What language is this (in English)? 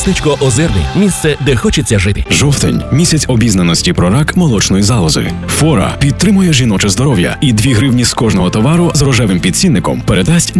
Ukrainian